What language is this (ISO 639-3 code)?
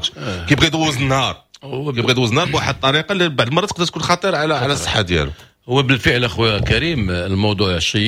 ary